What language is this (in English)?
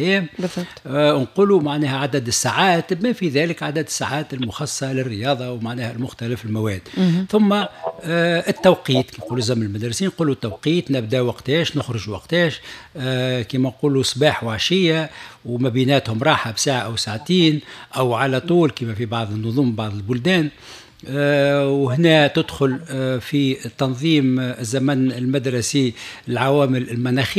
Tunisian Arabic